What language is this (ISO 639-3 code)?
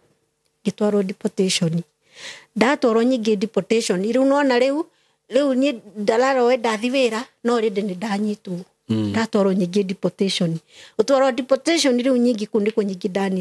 kik